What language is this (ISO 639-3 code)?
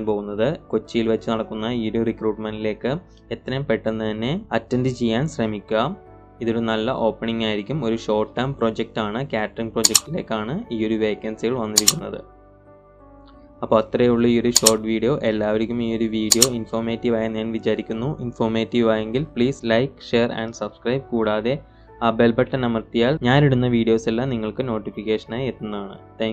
mal